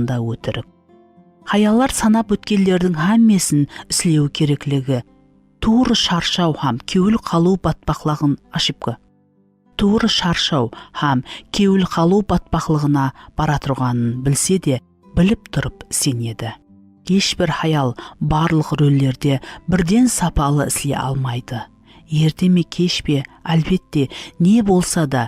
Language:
Kara-Kalpak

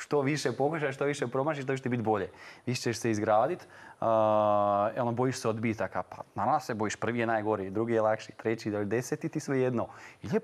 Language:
Croatian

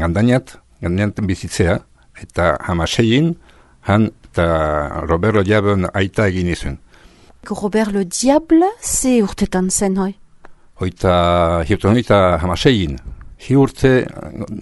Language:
Basque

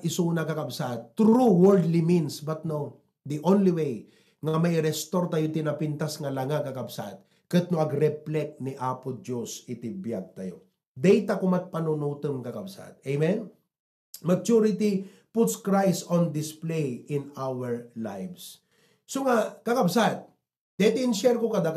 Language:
Iloko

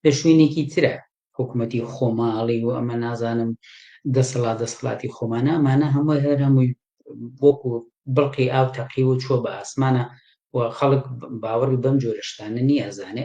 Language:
Central Kurdish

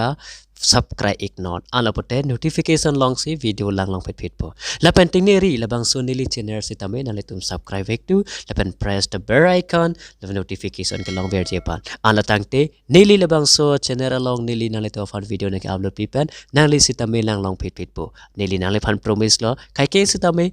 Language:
Karbi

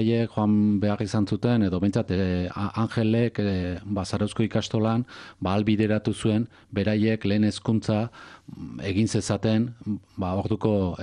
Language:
Basque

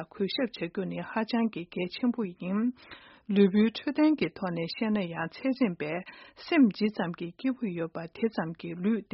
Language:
Tibetan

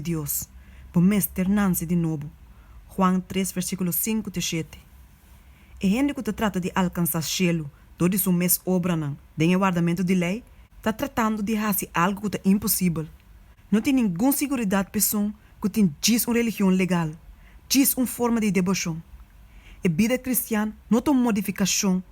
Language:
Papiamento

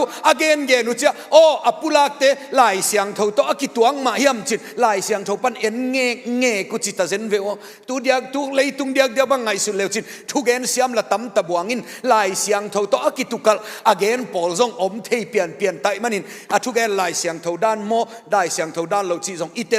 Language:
Tedim Chin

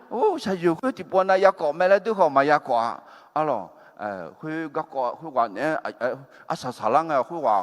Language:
Akha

